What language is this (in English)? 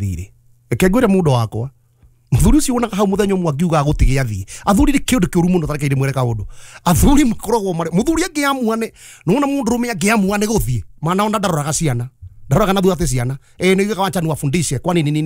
Kikuyu